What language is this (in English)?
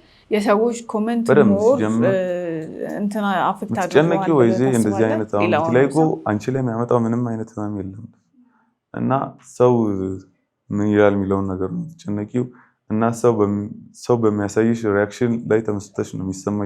Amharic